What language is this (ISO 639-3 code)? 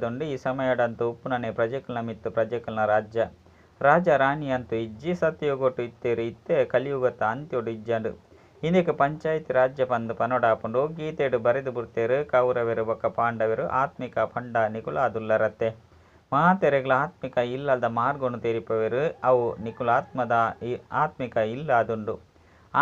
tcy